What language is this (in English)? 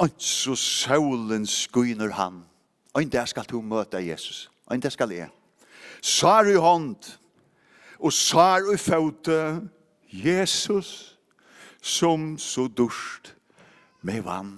Faroese